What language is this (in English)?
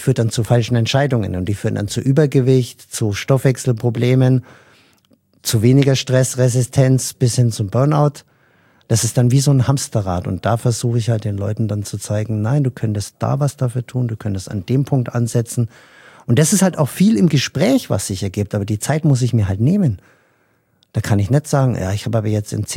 German